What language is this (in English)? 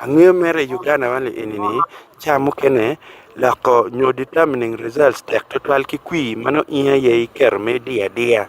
Acoli